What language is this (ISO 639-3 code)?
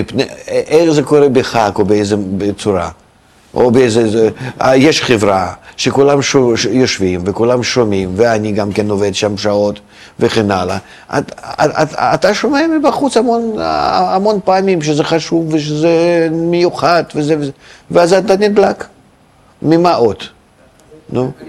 heb